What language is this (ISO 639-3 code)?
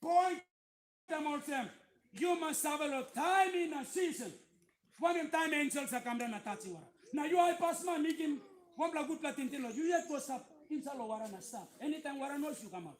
tpi